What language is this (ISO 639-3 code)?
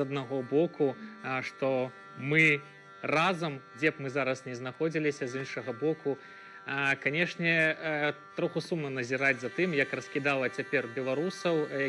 bel